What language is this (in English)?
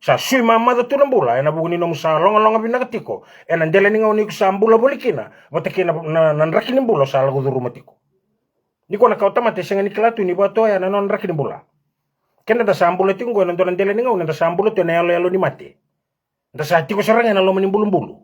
Fijian